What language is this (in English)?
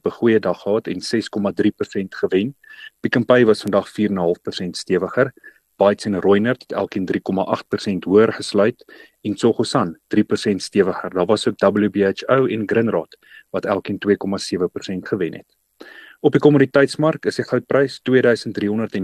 Afrikaans